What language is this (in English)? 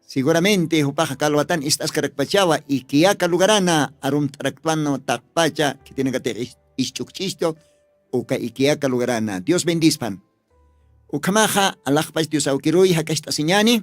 Aymara